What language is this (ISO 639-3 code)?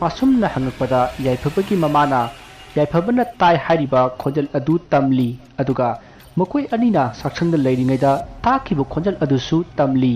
mni